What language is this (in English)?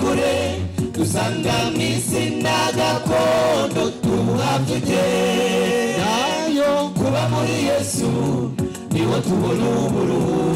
Kinyarwanda